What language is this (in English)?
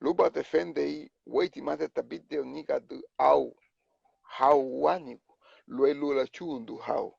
Garifuna